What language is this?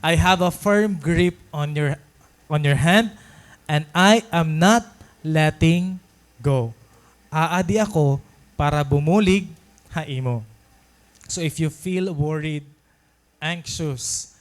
Waray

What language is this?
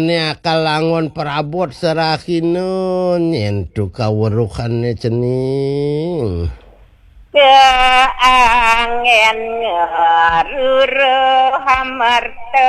Balinese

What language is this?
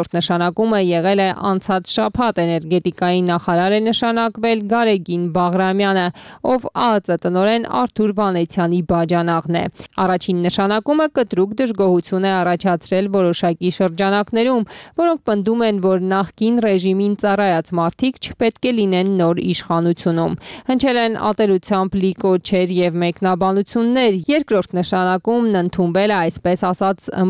Armenian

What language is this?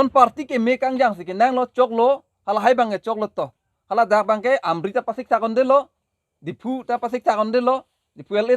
Karbi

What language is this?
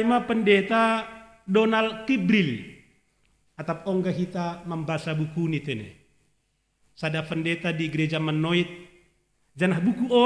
Batak Simalungun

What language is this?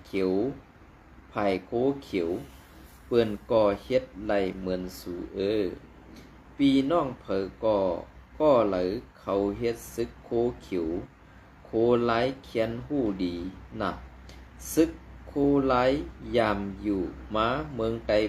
Shan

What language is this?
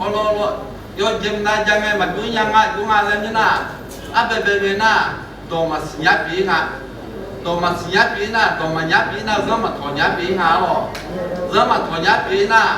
Akha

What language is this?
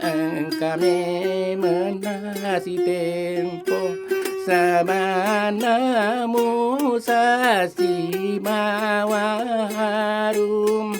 Buginese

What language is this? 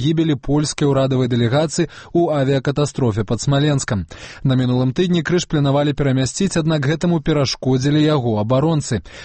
Belarusian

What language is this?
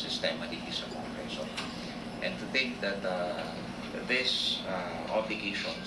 Bikol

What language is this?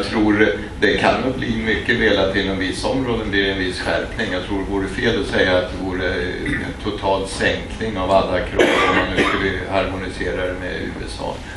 Swedish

